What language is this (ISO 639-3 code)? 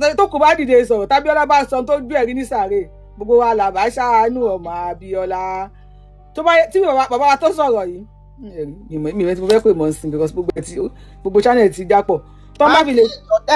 yor